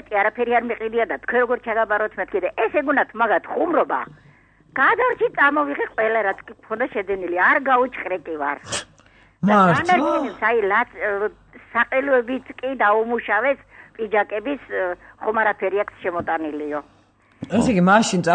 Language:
Georgian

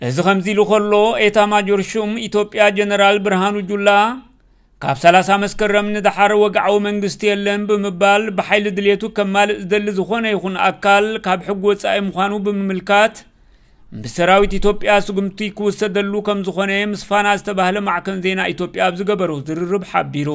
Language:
Tigrinya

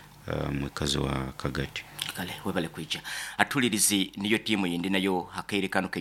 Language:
Nyoro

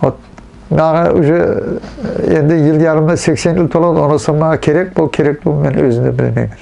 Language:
Nogai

